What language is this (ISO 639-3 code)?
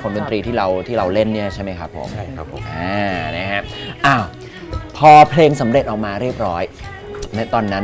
tha